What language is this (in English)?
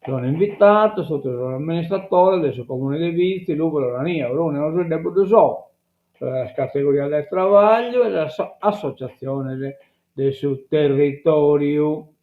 Sardinian